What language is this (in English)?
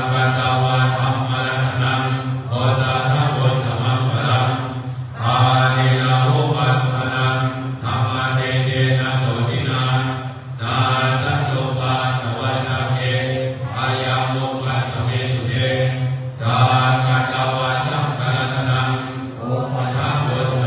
Pali